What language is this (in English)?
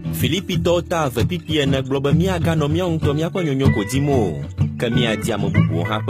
Ewe